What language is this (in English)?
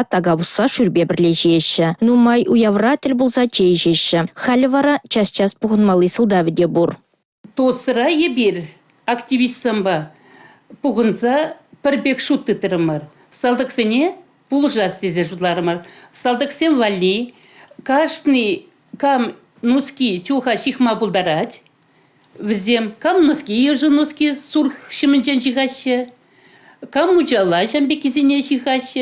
Chuvash